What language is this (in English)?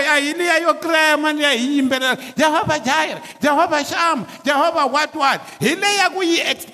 Tsonga